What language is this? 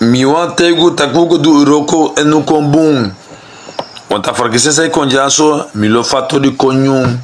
Sranan Tongo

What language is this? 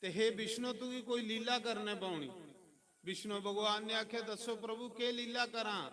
Dogri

